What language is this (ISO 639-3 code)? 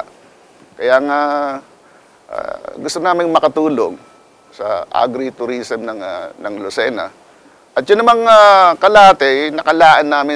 fil